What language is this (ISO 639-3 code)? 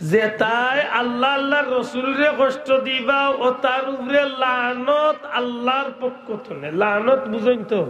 syl